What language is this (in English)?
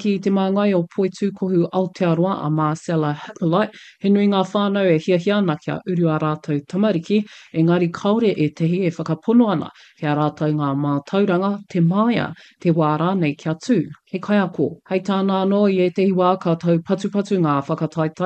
Māori